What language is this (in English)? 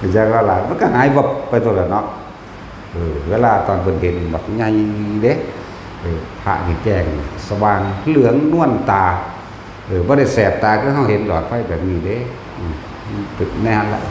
Northeastern Thai